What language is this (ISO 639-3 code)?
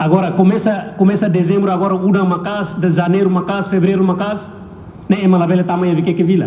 tet